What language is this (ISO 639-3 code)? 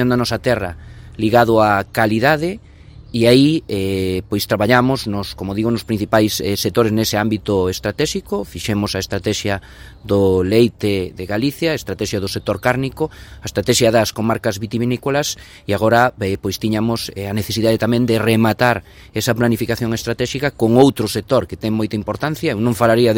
glg